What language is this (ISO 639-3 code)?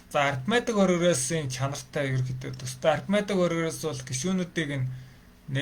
mon